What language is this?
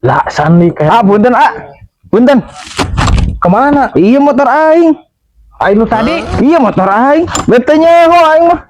Sundanese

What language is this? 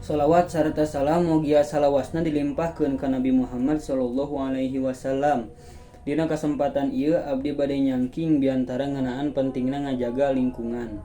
Sundanese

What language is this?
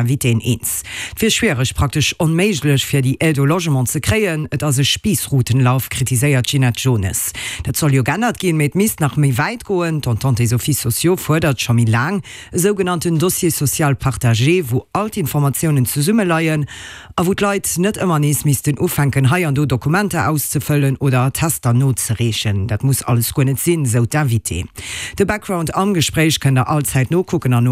Luxembourgish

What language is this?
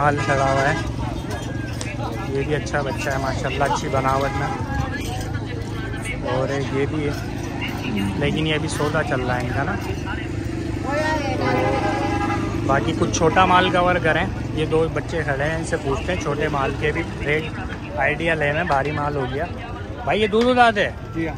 Hindi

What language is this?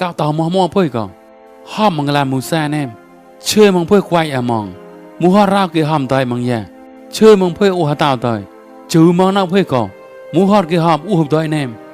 Mon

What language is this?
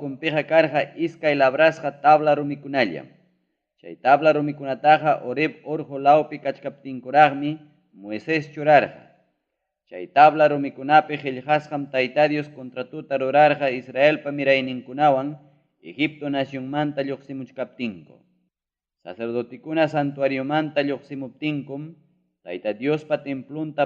Ayacucho Quechua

